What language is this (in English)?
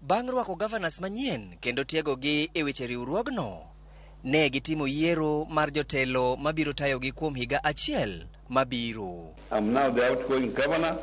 Luo (Kenya and Tanzania)